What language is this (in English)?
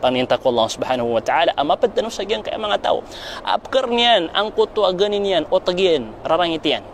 Maranao